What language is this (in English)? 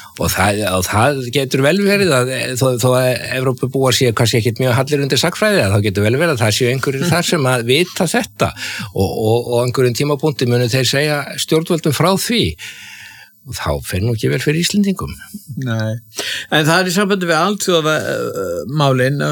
Icelandic